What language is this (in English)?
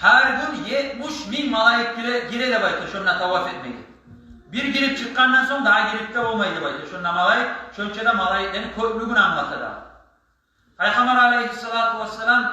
Kumyk